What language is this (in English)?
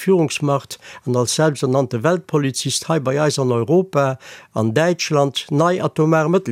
Luxembourgish